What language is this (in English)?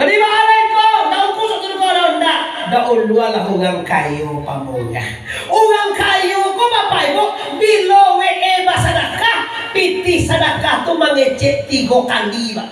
Minangkabau